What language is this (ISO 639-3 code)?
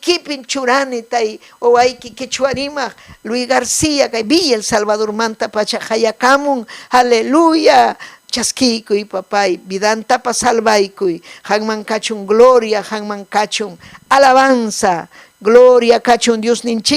quy